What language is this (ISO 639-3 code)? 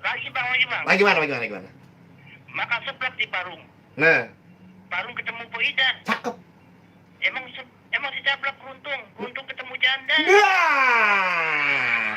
bew